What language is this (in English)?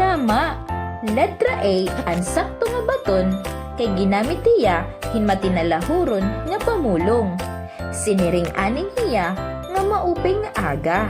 Waray